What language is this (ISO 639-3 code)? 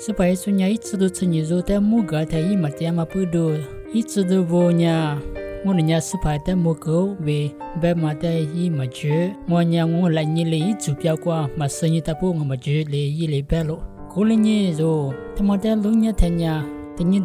lis